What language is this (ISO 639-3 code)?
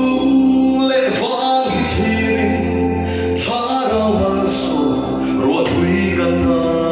lus